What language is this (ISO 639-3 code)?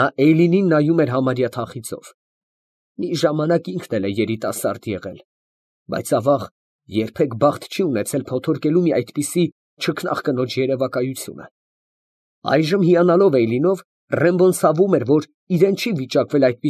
hye